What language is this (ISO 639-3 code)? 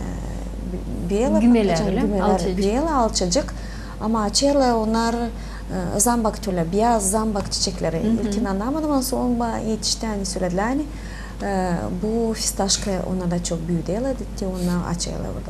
gag